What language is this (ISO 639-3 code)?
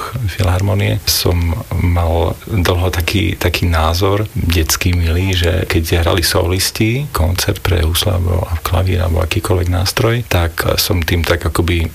slk